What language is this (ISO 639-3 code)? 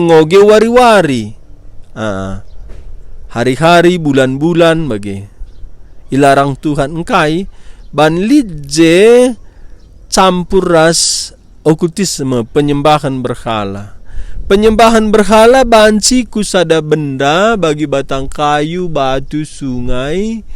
btx